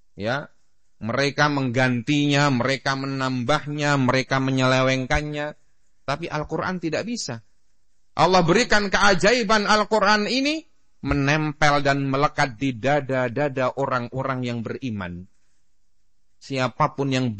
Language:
Indonesian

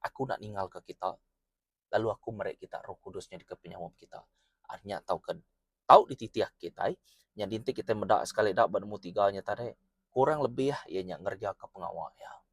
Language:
Iban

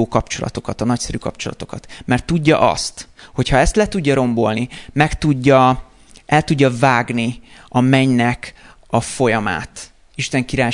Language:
Hungarian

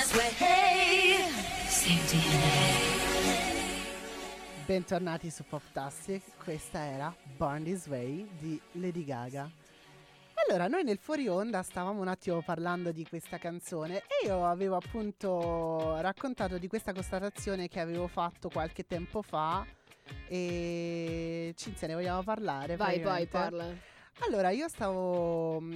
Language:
Italian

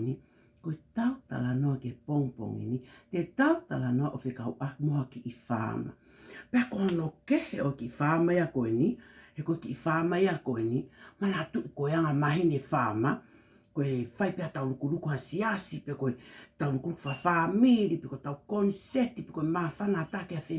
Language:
Tongan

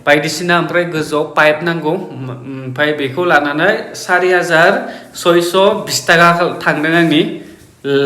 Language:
Bodo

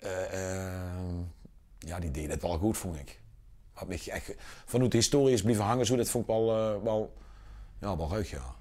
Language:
Limburgish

